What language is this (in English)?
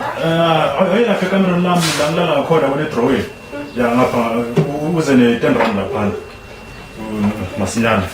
Zulu